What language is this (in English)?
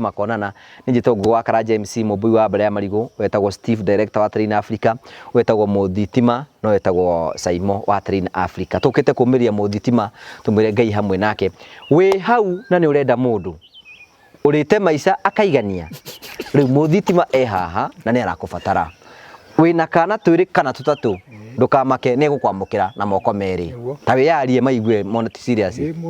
Kikuyu